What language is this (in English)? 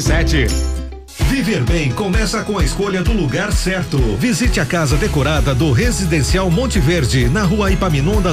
Portuguese